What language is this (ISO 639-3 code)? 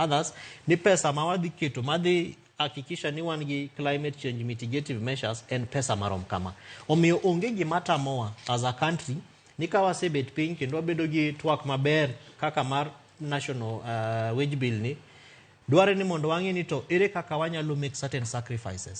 luo